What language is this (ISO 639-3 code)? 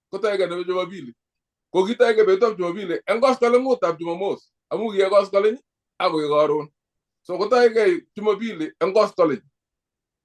kln